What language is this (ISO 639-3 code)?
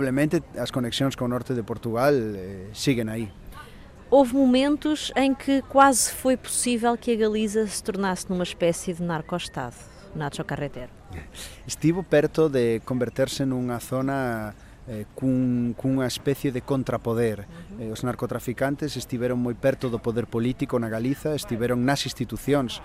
glg